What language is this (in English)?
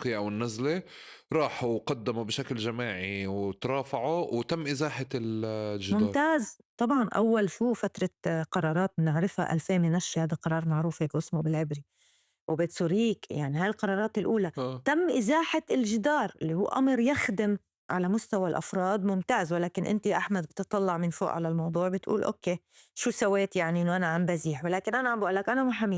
North Levantine Arabic